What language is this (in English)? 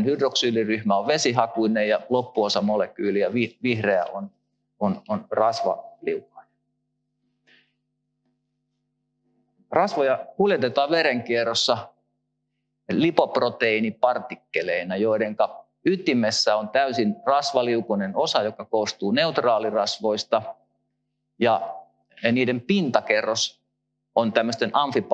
Finnish